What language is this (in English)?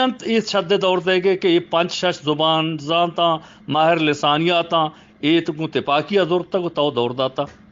Eastern Balochi